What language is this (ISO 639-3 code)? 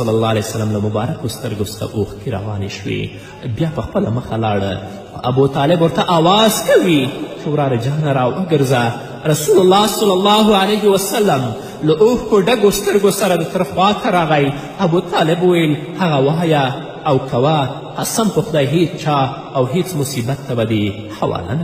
pus